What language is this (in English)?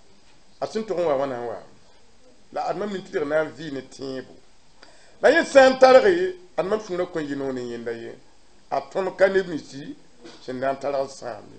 Mossi